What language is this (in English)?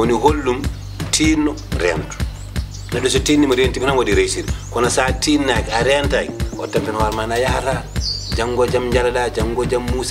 Fula